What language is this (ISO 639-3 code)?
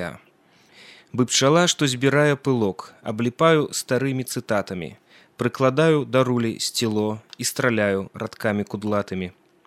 bel